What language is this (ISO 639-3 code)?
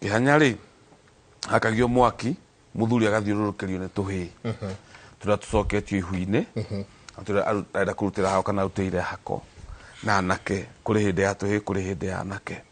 kik